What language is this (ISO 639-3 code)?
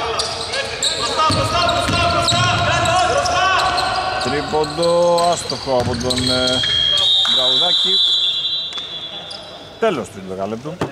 ell